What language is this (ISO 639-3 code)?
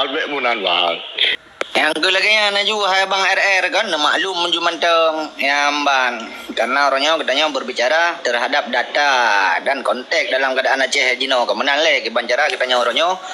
ace